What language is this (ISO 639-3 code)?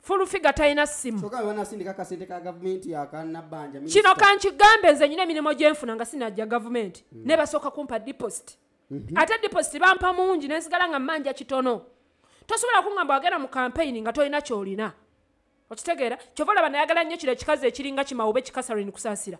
lug